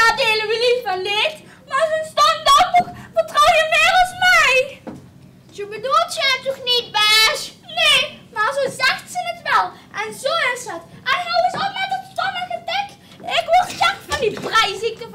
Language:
Limburgish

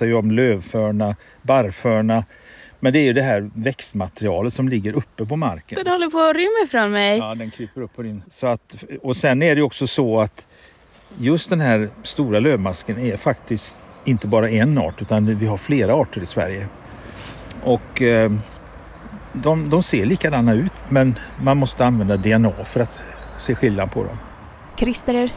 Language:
Swedish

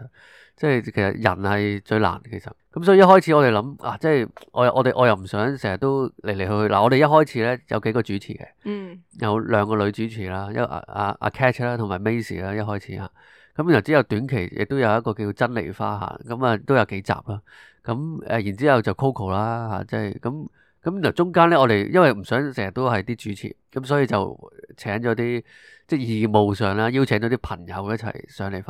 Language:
Cantonese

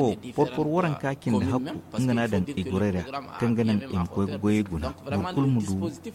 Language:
Zarma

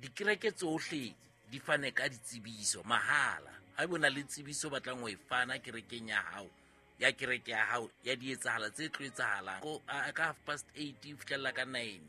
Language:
Southern Sotho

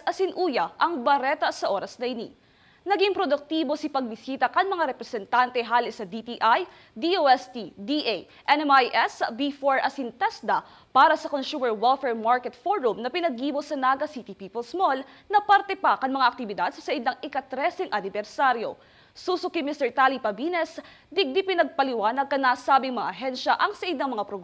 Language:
Bikol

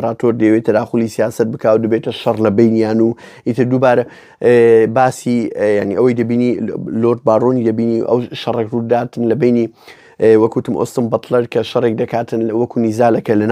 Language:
Central Kurdish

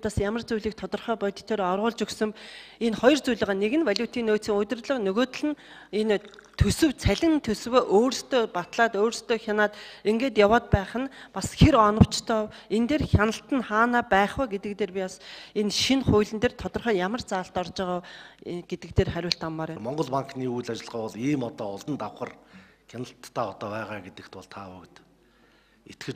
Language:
Mongolian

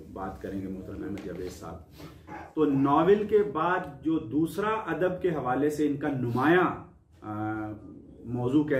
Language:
Urdu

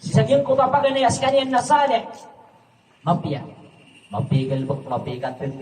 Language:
Maranao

